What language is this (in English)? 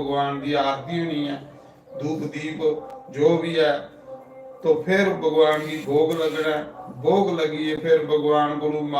Dogri